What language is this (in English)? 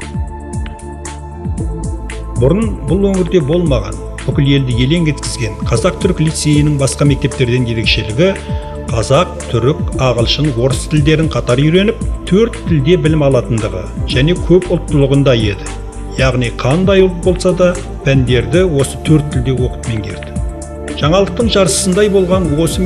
Kazakh